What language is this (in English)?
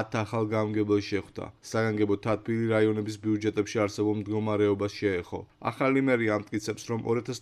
Georgian